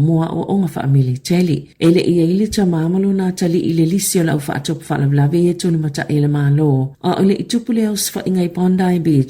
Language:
Samoan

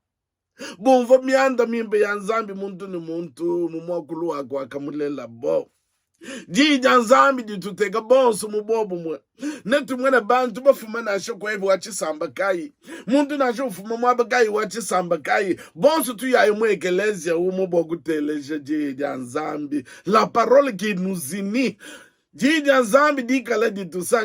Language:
Luba-Lulua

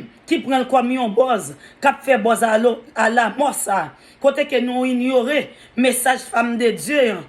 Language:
Haitian Creole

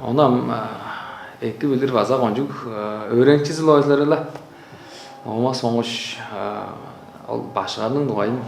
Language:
Tuvinian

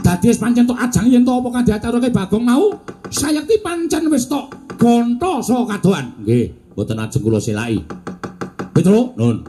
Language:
Javanese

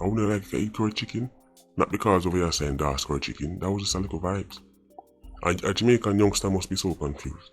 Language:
Jamaican Creole English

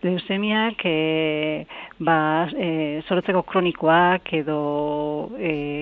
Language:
Basque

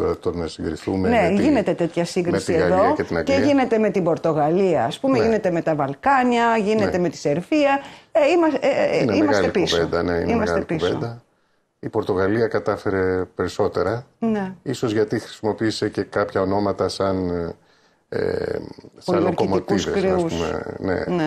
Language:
Greek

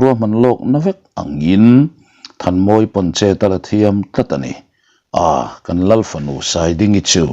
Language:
Mizo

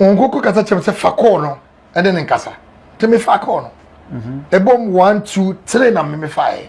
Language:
Akan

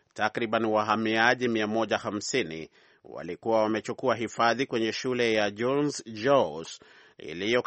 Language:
Swahili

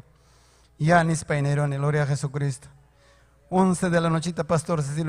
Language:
Ayacucho Quechua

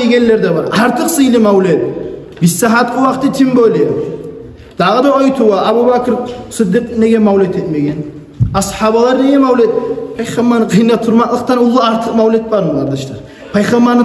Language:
Kumyk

